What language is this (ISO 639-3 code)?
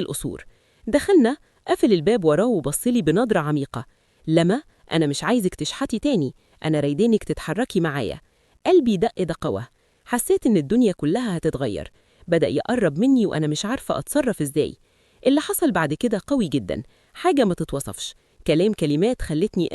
arz